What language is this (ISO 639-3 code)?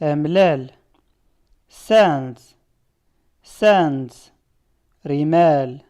zgh